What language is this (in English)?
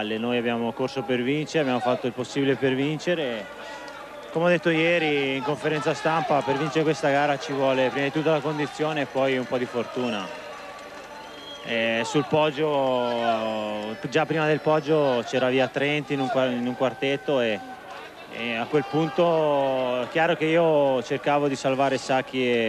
Italian